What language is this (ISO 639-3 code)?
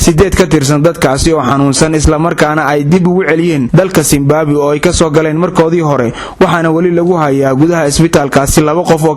som